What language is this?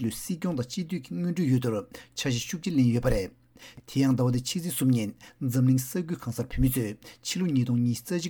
Tibetan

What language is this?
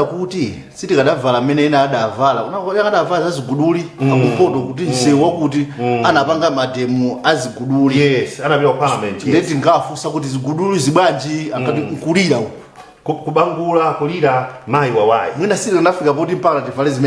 Nyanja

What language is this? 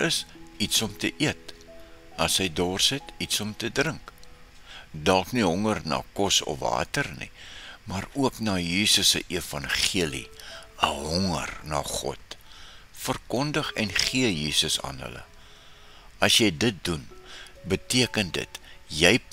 Afrikaans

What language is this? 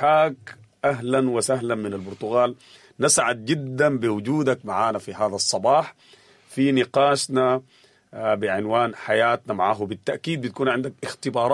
Sudanese Arabic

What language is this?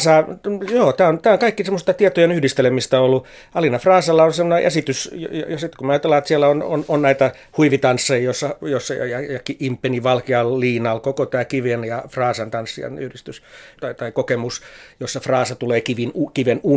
Finnish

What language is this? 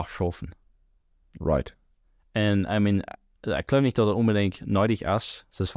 Plautdietsch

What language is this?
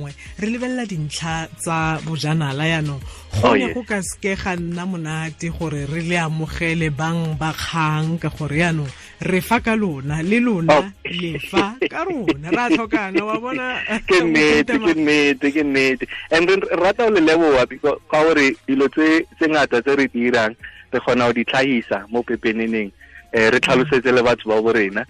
Tswana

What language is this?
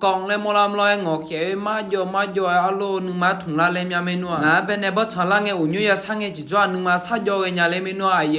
Akha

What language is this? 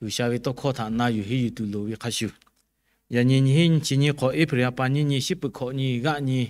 Lahu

